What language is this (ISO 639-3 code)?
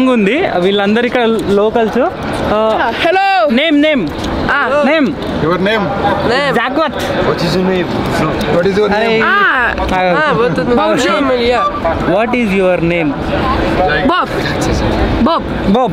tel